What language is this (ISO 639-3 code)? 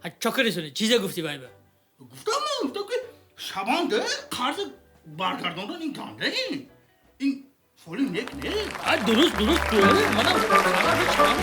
tgk